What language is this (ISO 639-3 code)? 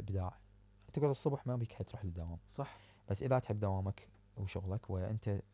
acm